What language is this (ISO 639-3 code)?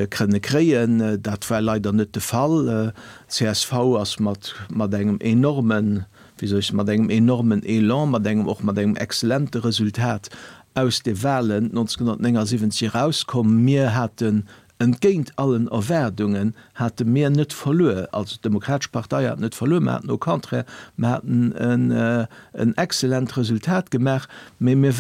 ltz